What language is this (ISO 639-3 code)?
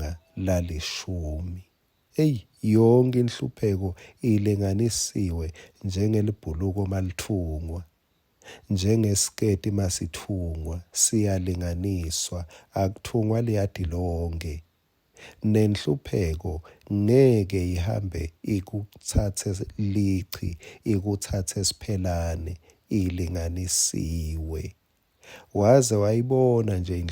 ssw